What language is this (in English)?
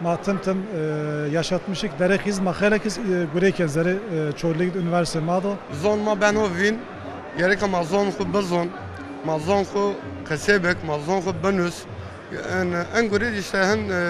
Zaza